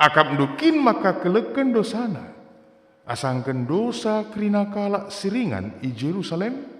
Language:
Batak Karo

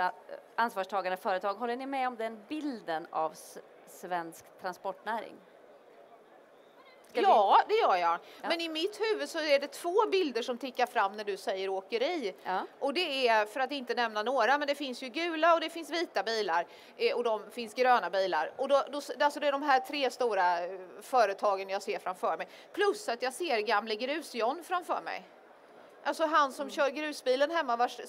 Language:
Swedish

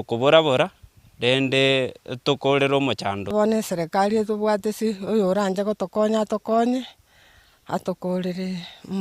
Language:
Gusii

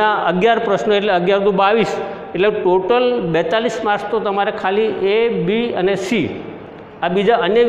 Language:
Gujarati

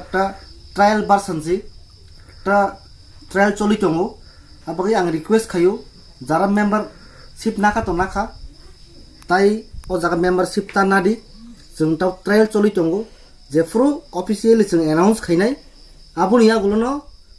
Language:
Kok Borok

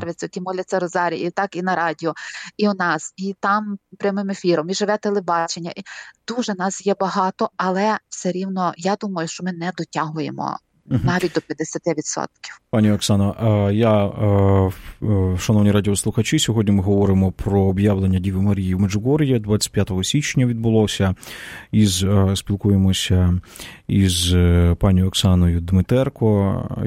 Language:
Ukrainian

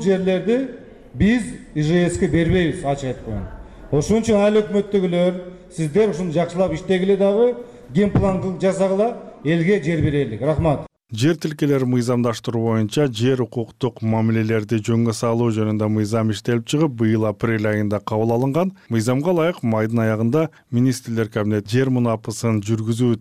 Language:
Kyrgyz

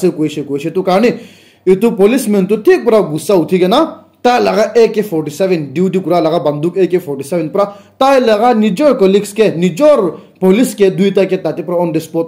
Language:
Naga Pidgin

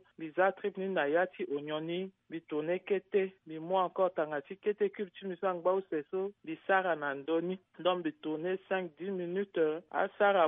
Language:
Sango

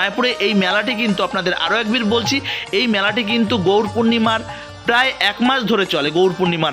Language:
Bangla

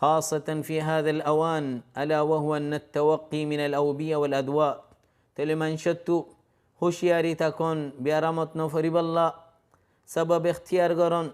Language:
Rohingya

